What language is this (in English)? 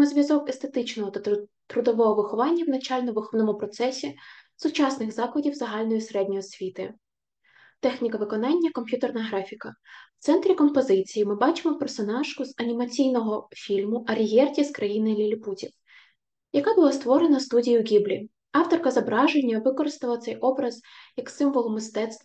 Ukrainian